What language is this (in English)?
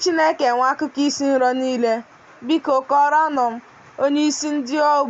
Igbo